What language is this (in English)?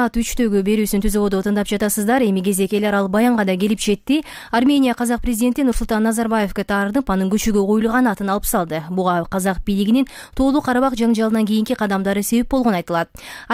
Kyrgyz